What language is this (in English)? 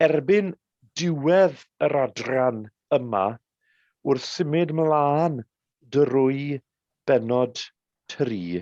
Welsh